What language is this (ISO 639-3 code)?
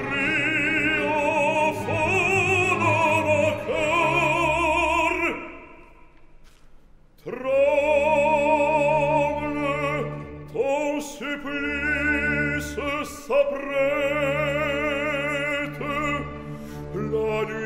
fra